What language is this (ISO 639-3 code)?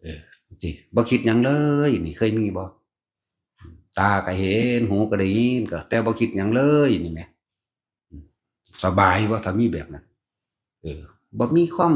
tts